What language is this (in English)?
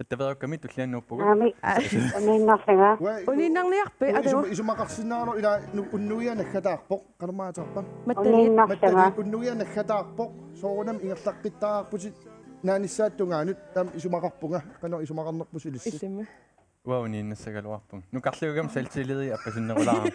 Kalaallisut